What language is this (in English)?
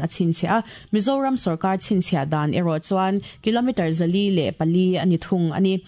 Mizo